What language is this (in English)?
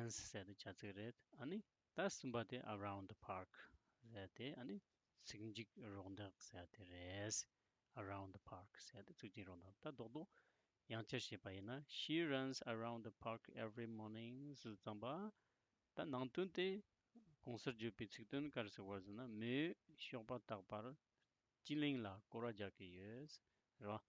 Tibetan